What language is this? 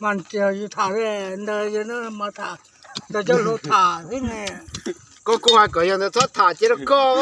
Hmong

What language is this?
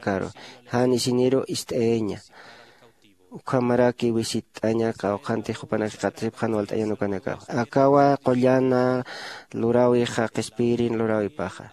Aymara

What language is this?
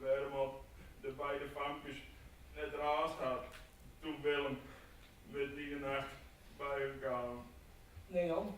Western Frisian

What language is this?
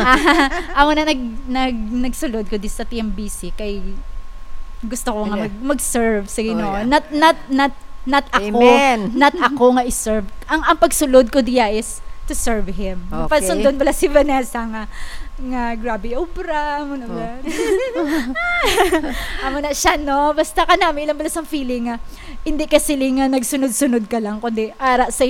Hiligaynon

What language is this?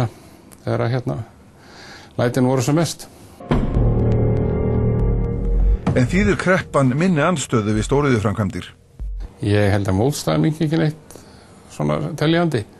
Icelandic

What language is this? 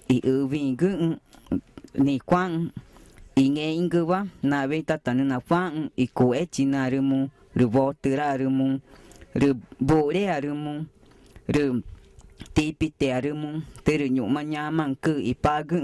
Ticuna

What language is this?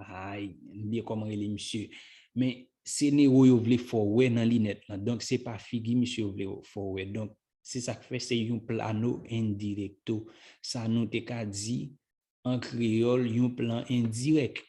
Haitian Creole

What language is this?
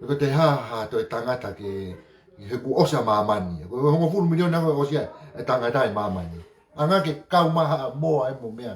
Tongan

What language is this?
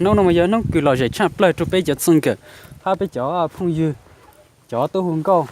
Hmong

